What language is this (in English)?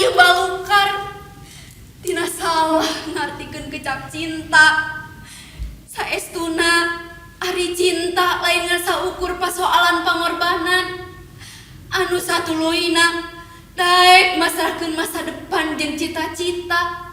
Sundanese